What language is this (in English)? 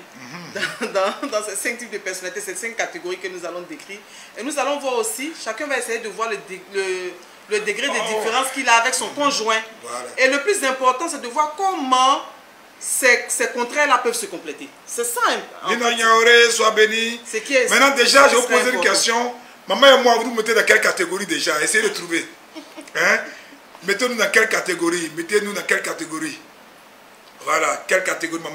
French